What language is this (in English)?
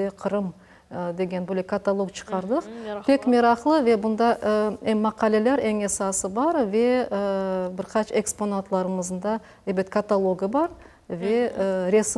Crimean Tatar